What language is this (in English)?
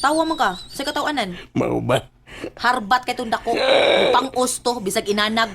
Cebuano